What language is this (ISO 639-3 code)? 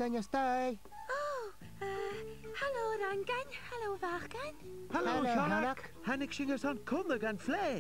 gla